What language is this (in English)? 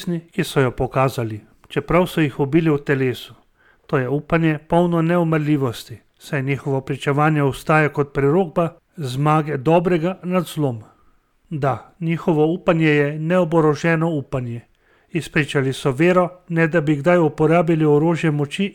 Slovenian